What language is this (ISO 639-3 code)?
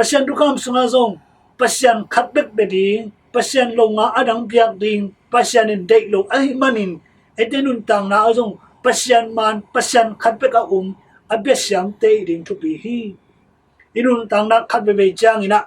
ctd